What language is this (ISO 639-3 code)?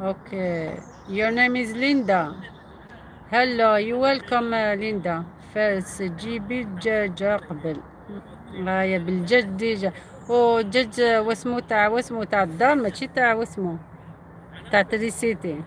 arq